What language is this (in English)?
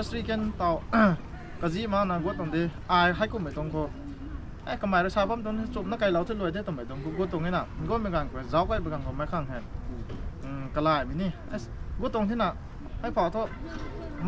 Rongmei Naga